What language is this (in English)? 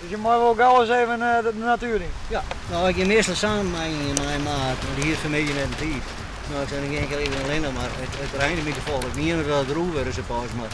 Western Frisian